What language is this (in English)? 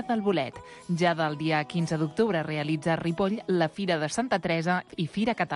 Catalan